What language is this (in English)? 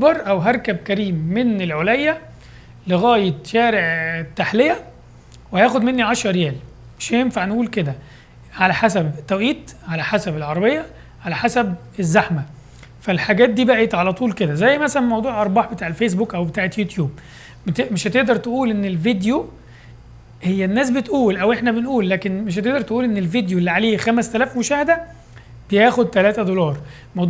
Egyptian Arabic